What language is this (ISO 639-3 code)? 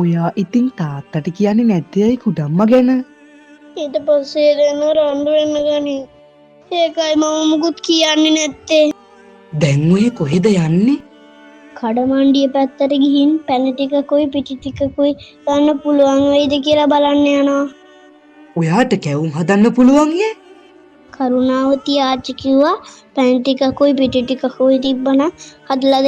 sin